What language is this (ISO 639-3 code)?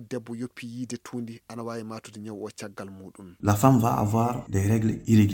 ful